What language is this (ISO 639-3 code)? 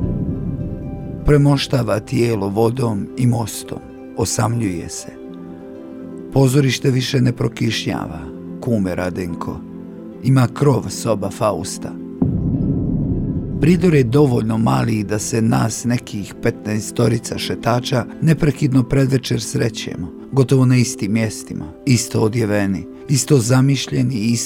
bos